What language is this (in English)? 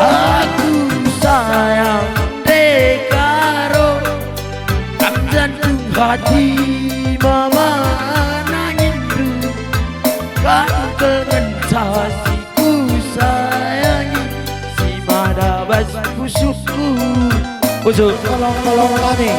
Batak Karo